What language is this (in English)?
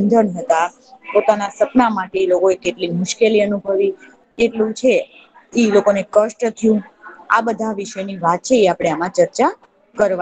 Gujarati